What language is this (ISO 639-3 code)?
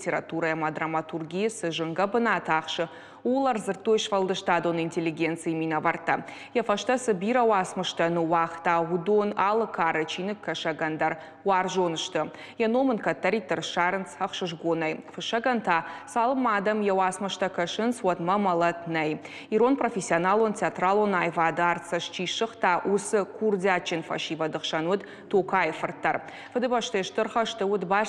oss